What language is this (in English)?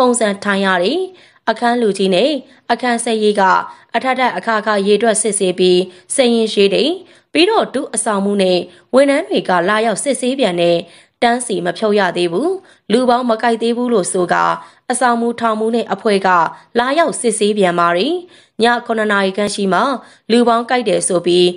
Burmese